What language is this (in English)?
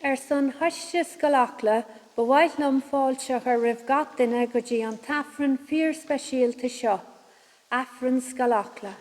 Irish